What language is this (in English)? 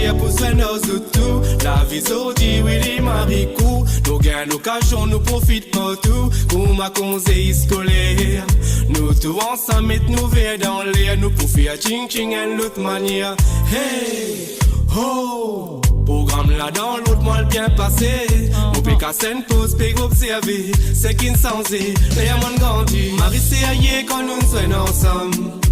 Morisyen